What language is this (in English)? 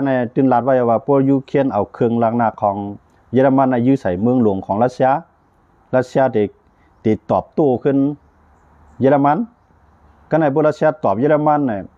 Shan